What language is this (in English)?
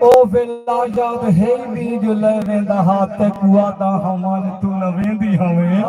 Saraiki